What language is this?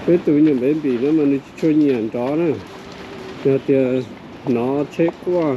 Hmong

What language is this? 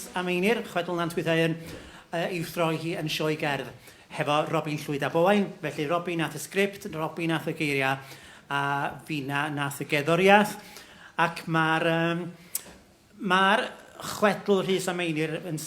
Welsh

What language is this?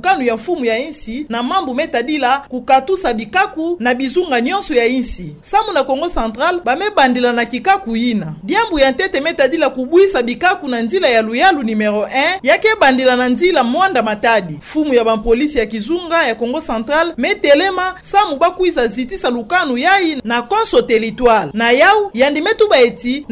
Kituba (Democratic Republic of Congo)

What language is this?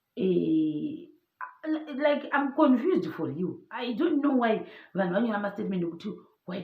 Shona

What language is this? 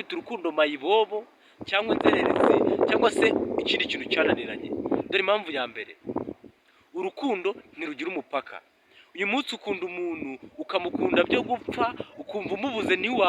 Kinyarwanda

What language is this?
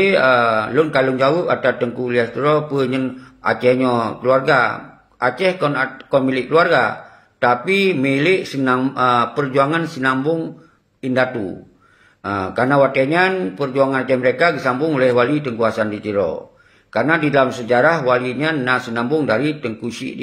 Achinese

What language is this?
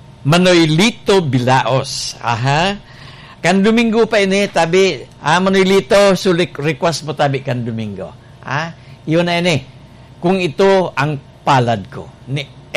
Bikol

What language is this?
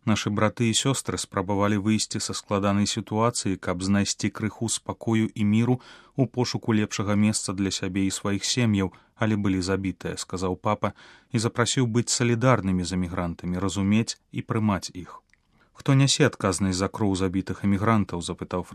Belarusian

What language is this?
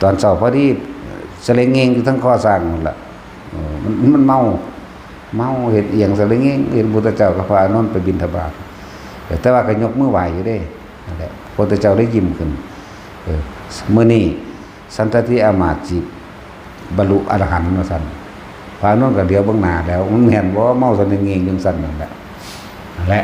Lao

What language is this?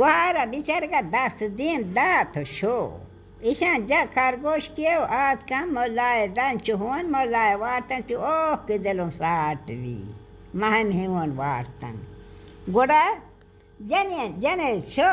Baluchi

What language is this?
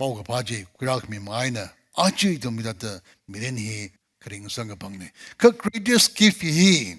Tangkhul Naga (India)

